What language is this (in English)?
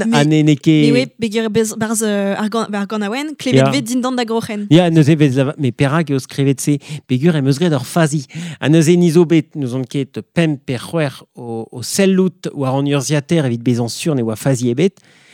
Breton